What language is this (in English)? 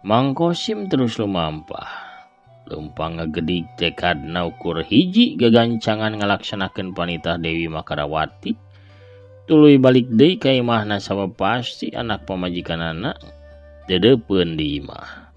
Sundanese